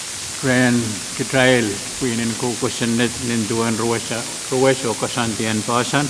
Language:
Pohnpeian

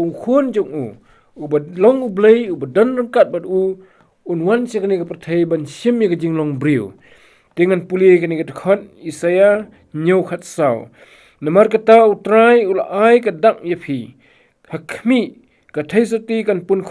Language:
Khasi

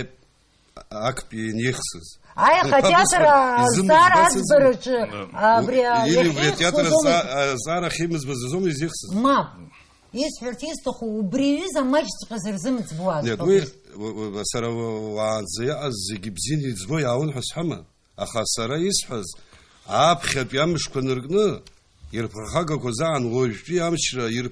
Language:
Abkhazian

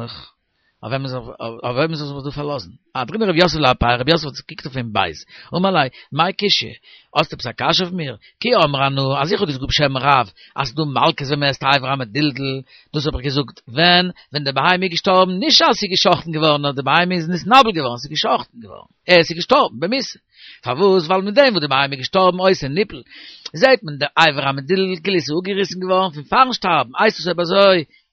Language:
Yiddish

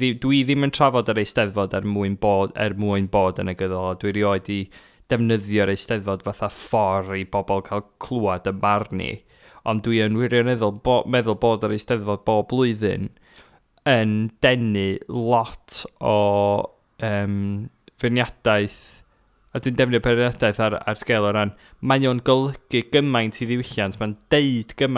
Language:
Welsh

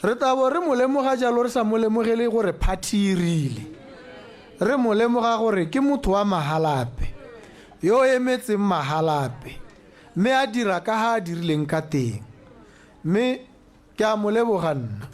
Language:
Tswana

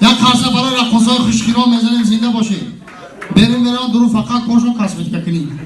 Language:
Tajik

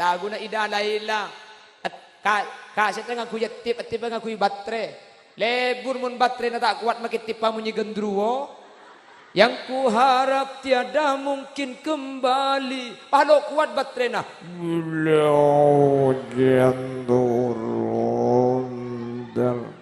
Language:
Madurese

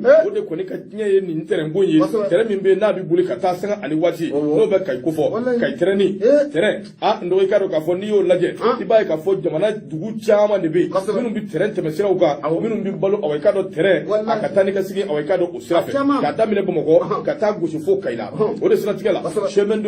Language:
Bambara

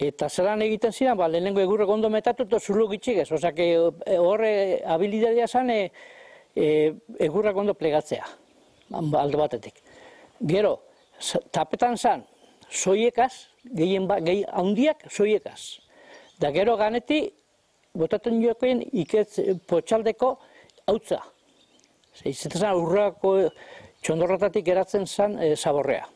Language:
Basque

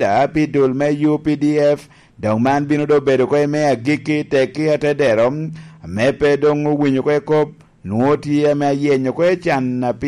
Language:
Lango (Uganda)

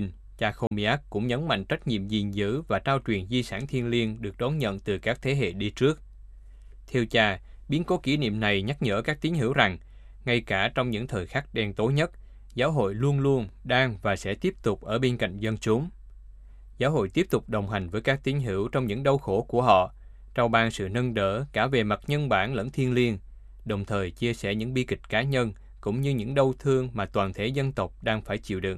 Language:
Vietnamese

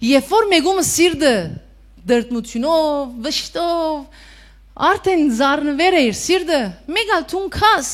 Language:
Western Armenian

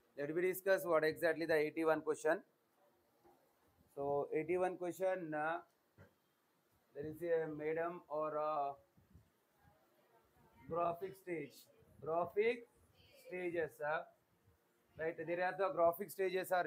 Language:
Telugu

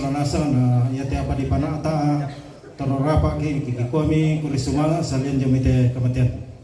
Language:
Toraja-Sa'dan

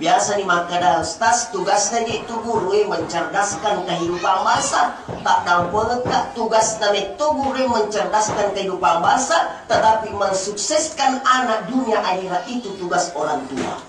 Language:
Buginese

